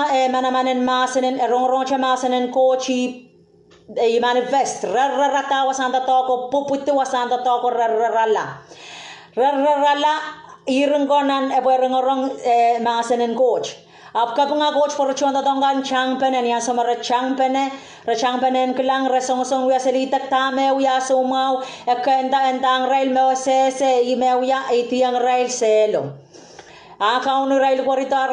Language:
Pohnpeian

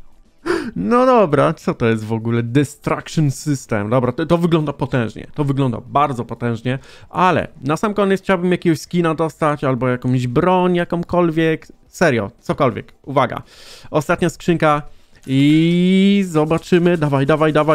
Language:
Polish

